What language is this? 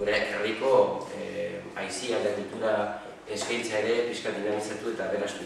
Basque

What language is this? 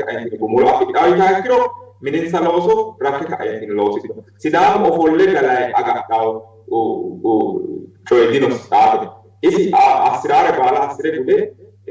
Sidamo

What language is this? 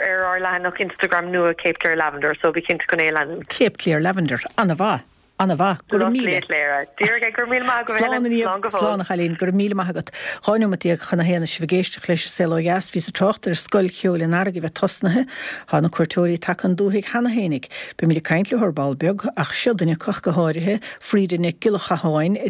Irish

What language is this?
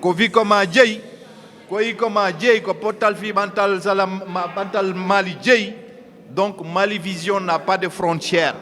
Fula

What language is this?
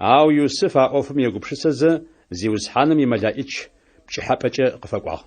Adyghe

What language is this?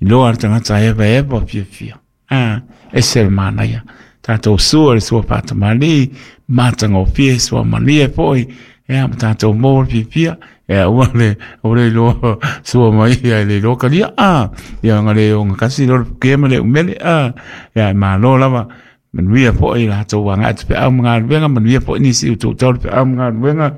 Samoan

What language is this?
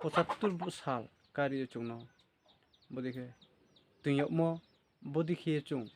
Riang (India)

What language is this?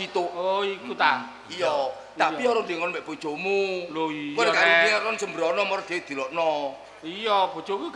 Javanese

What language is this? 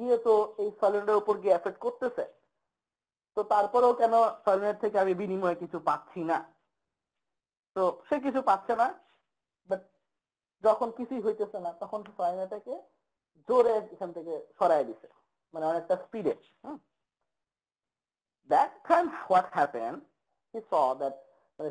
Bangla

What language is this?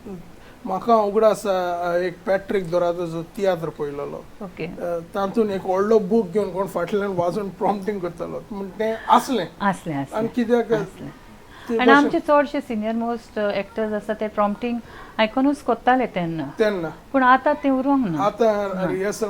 Konkani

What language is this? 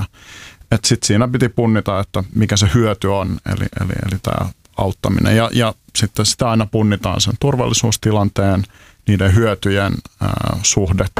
Finnish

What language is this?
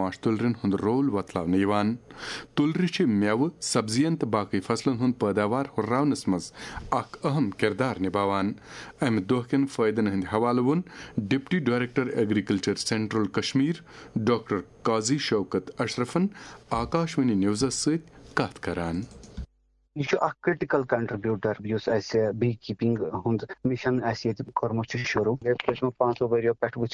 Kashmiri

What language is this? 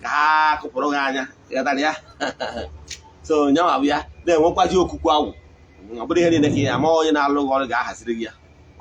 Igbo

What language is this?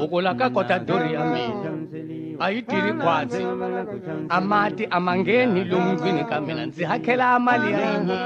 Tsonga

